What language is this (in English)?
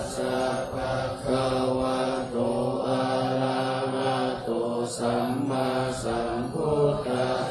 Pali